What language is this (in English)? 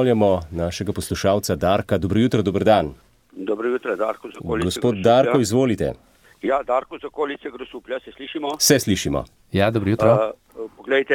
Slovenian